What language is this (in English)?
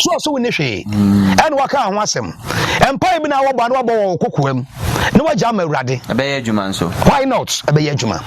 Akan